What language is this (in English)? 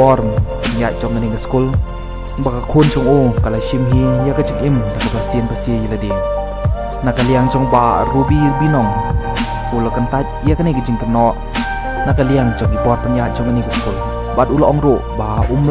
Khasi